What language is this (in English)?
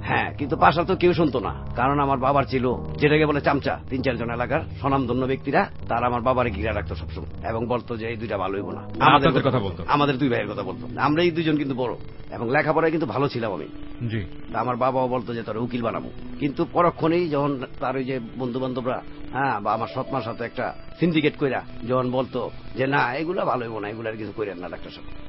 Bangla